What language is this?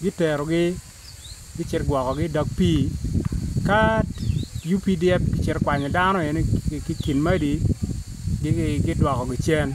Acoli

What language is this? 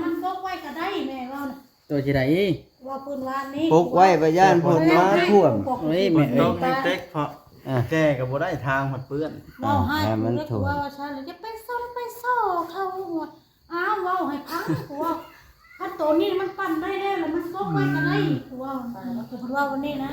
Northeastern Thai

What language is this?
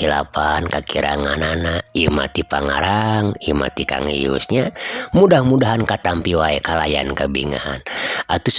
Sundanese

